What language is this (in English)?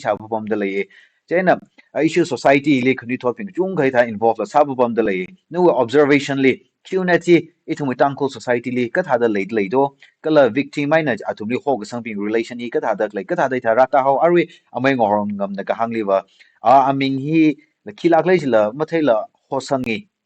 Tangkhul Naga (India)